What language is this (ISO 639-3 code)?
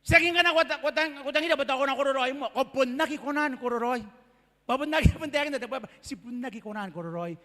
gil